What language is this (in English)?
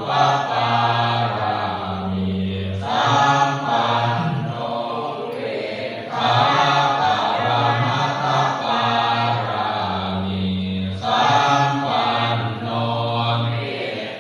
Pali